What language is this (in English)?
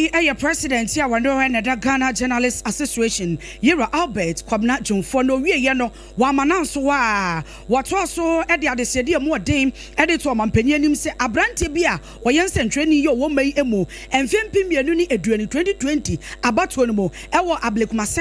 Akan